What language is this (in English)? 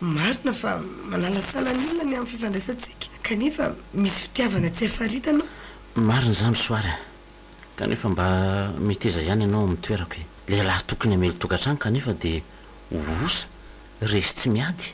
Malagasy